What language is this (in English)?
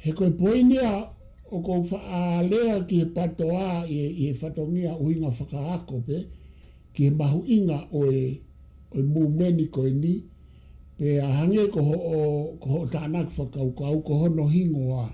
Tongan